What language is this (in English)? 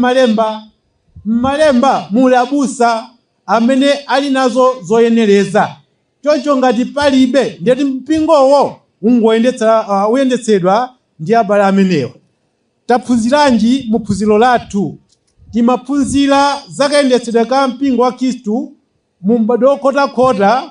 Nyanja